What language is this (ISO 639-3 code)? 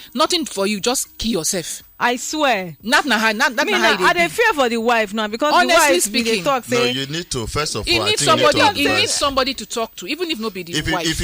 pcm